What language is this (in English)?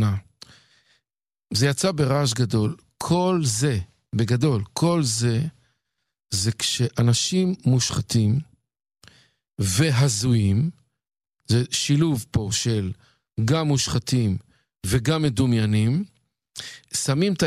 Hebrew